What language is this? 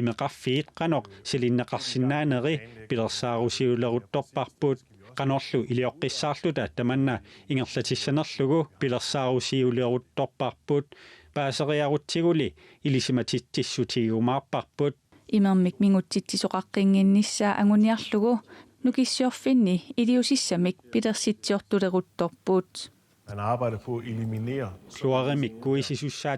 Kalaallisut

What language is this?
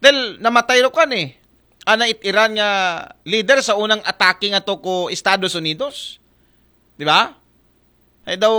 Aklanon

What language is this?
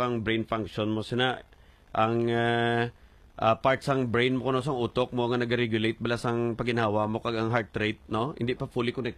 Hiligaynon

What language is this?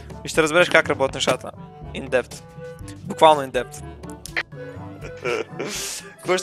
Bulgarian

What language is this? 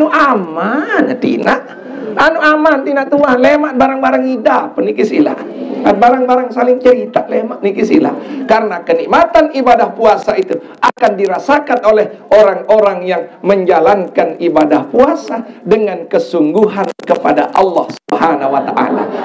Sasak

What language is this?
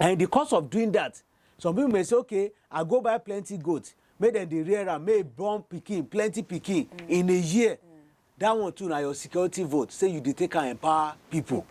Nigerian Pidgin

